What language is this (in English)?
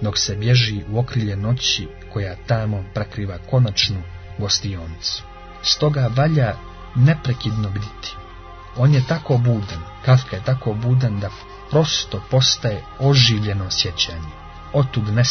Croatian